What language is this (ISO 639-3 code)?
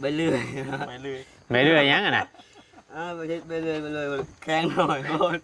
tts